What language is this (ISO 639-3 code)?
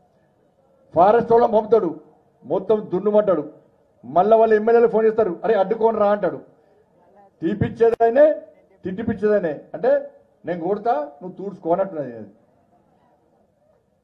tel